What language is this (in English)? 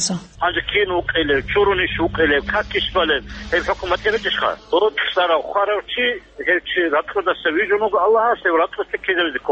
Avaric